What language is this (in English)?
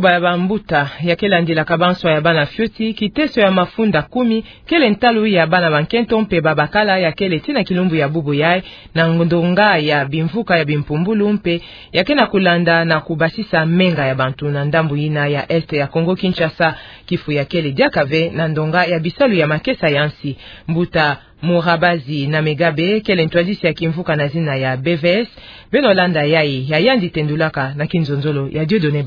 Kituba (Democratic Republic of Congo)